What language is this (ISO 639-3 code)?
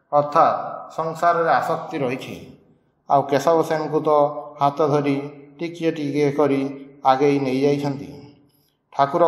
ori